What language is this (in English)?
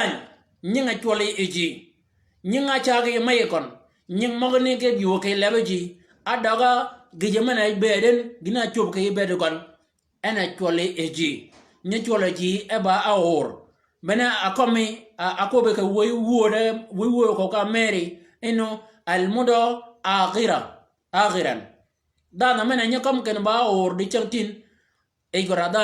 Shilluk